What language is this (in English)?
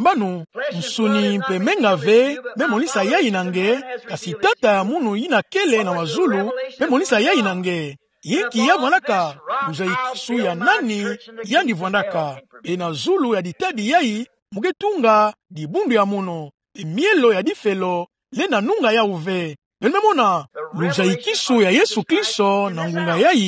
Kituba (Democratic Republic of Congo)